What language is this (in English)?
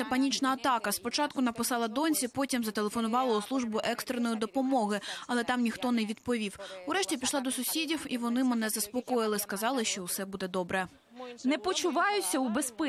Ukrainian